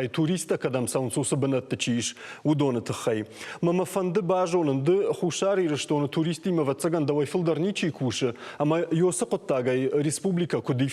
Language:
Ossetic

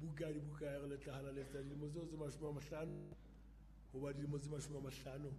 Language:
Southern Sotho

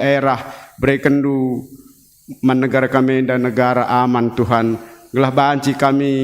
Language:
Batak Karo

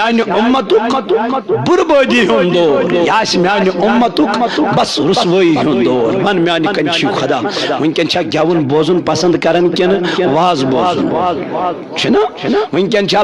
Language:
Kashmiri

